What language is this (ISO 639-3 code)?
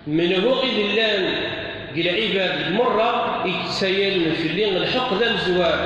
kab